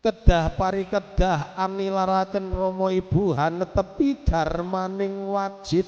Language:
Javanese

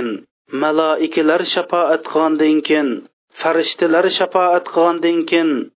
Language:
Uyghur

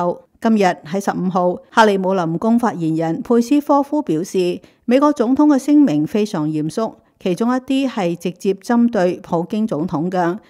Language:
Cantonese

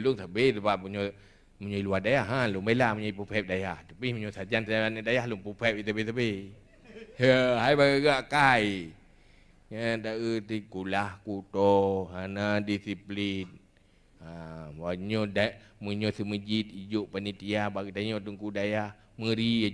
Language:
Achinese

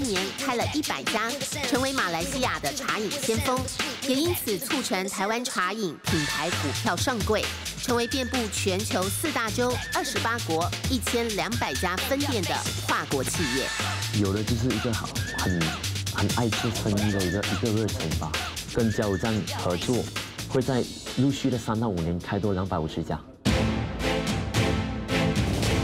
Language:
Chinese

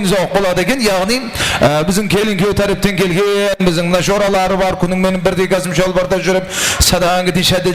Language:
Kara-Kalpak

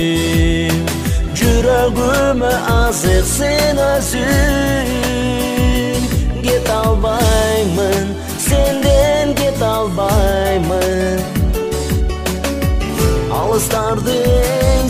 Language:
Kyrgyz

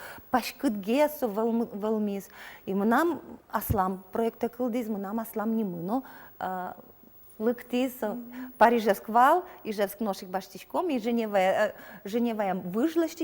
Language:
Udmurt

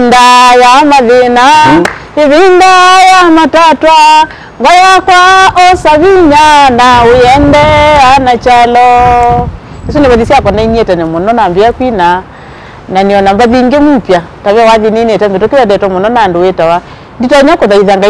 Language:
Kamba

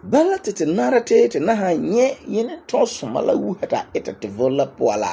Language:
Frafra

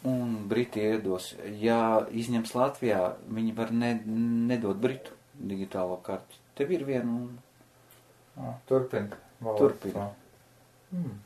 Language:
Latvian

